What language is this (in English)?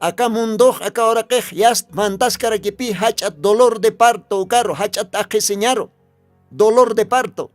Aymara